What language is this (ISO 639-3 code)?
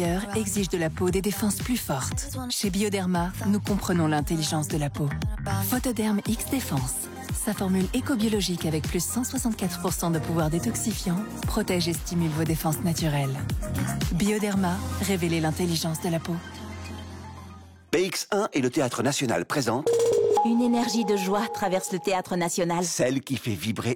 fra